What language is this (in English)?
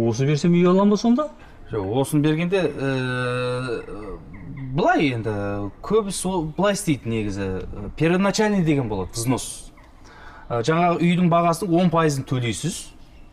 Kazakh